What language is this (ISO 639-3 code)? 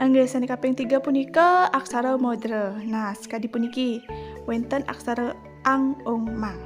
ban